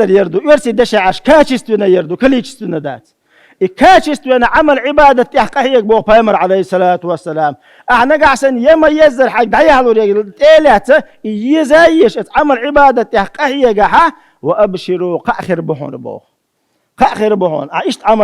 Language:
Chechen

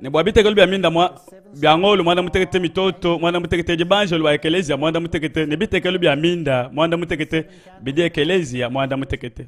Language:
Luba-Lulua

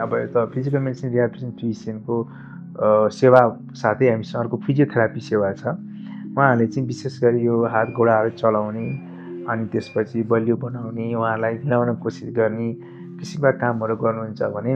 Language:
Nepali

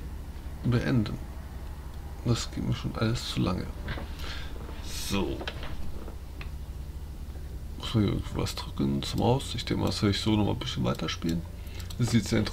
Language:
German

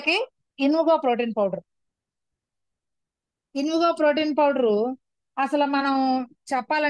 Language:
Telugu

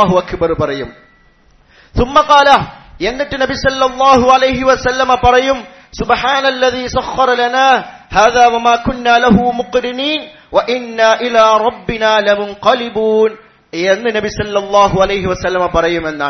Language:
Malayalam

